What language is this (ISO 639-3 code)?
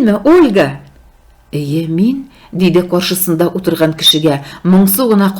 tat